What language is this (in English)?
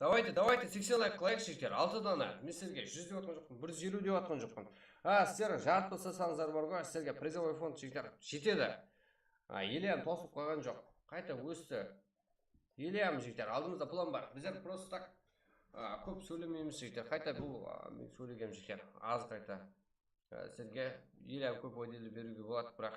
Kara-Kalpak